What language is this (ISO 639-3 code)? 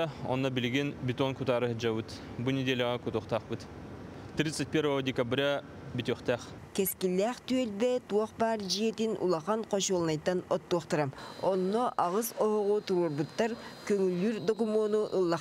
sah